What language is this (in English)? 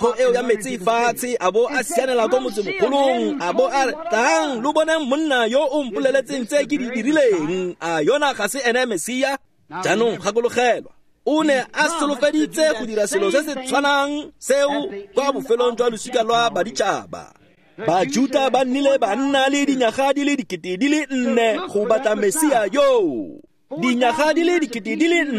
Tswana